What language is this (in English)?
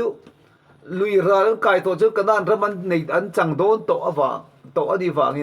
Mizo